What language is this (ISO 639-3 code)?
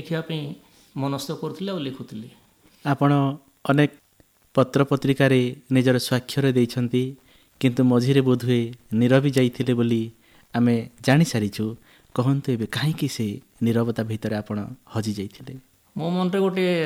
ori